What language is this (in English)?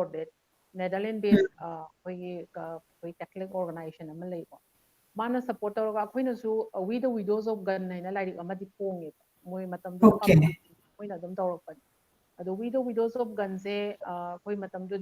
Manipuri